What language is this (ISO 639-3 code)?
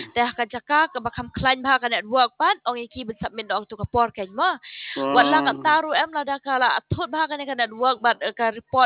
kha